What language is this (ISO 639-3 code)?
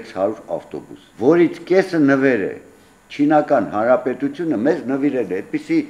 hye